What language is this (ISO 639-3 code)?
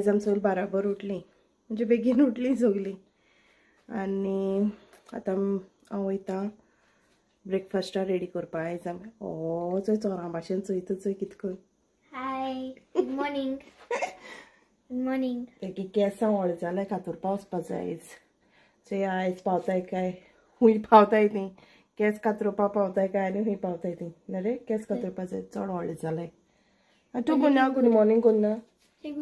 kok